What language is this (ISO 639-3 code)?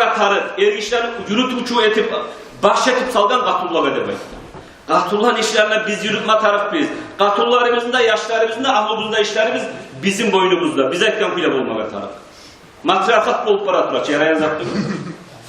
kum